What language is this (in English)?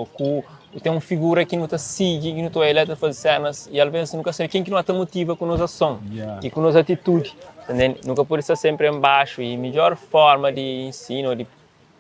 Kabuverdianu